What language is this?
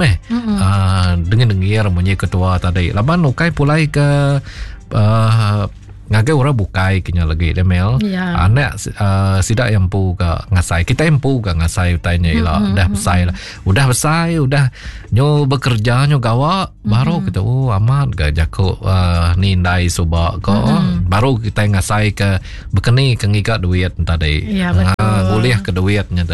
Iban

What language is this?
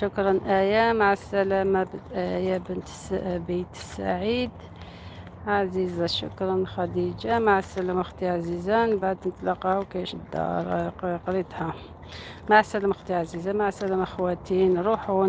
Algerian Arabic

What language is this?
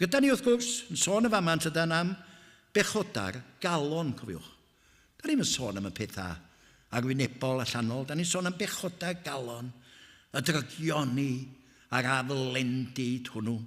Welsh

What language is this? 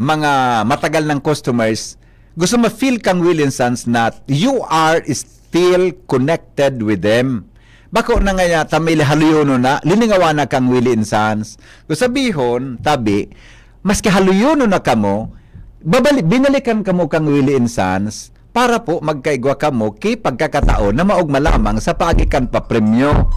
Bikol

